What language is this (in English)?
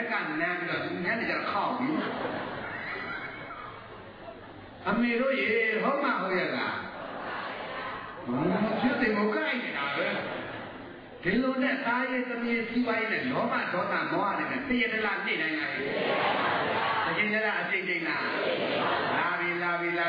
Burmese